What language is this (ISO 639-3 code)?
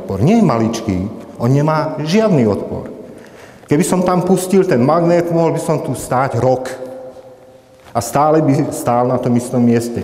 slk